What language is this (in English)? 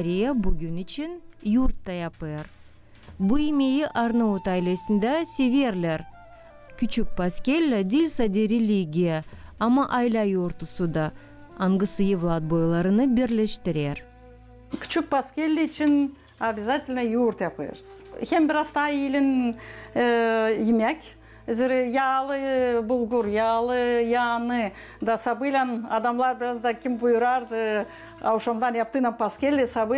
Gagauz